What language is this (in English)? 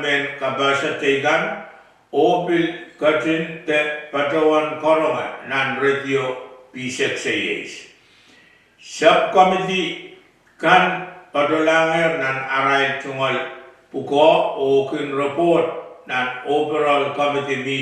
Pohnpeian